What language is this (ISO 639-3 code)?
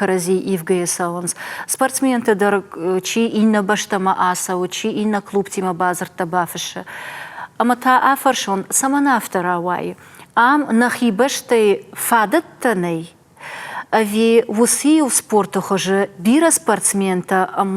oss